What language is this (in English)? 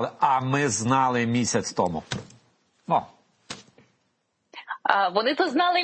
Ukrainian